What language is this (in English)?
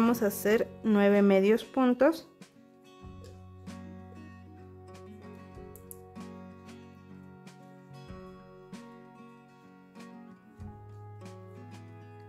Spanish